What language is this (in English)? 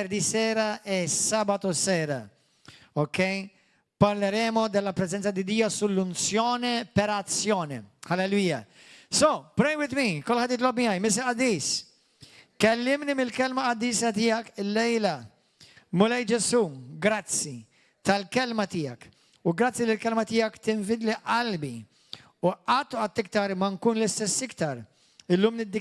Maltese